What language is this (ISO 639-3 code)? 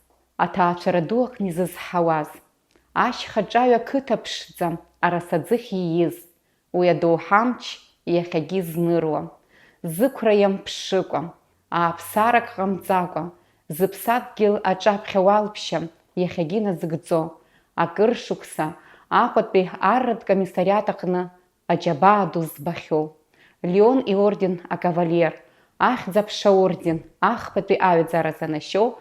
abk